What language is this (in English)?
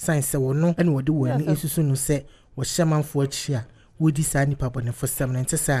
Akan